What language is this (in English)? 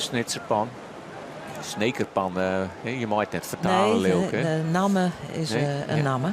Western Frisian